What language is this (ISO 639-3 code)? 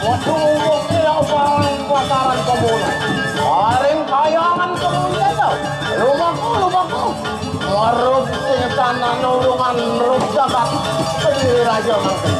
ban